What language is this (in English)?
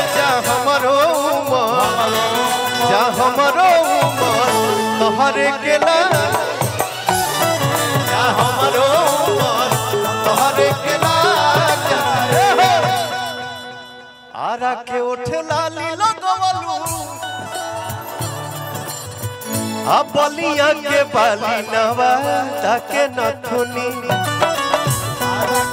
Bhojpuri